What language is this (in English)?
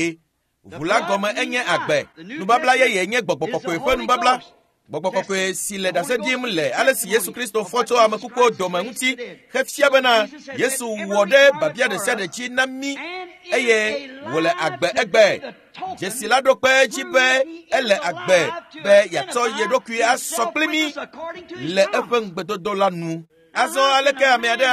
Ewe